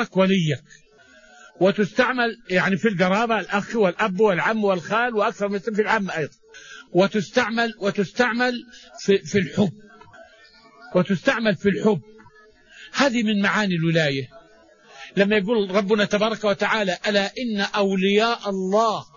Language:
Arabic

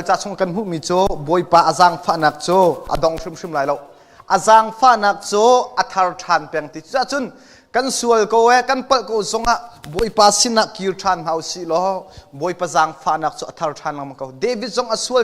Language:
Hakha Chin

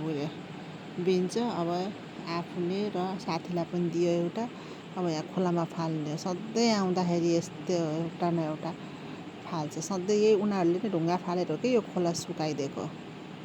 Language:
Nepali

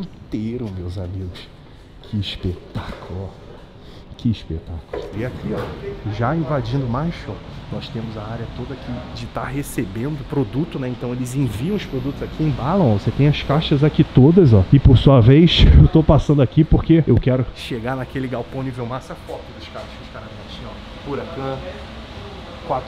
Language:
Portuguese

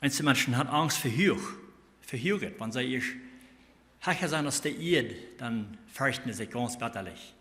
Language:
Plautdietsch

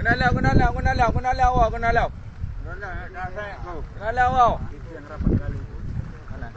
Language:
Achinese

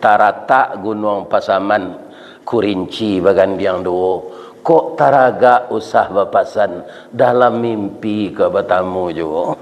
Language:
Minangkabau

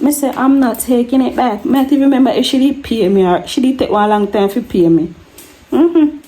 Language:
Jamaican Creole English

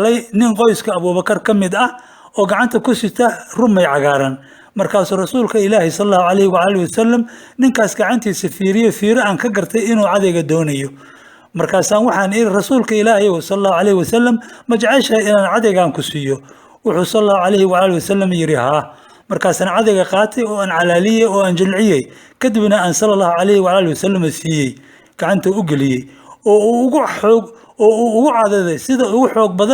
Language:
Somali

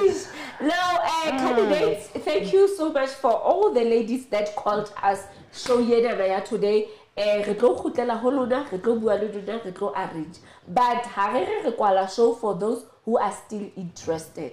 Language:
Southern Sotho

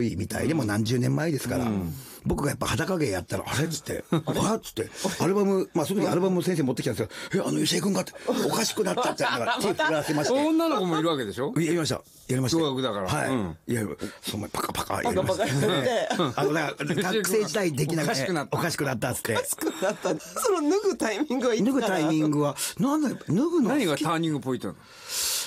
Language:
Japanese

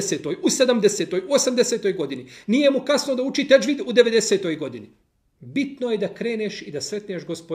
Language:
Bosnian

